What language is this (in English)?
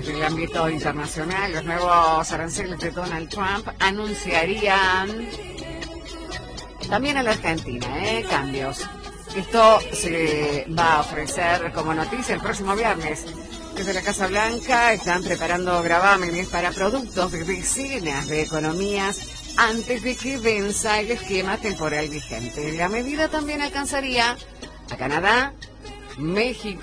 Spanish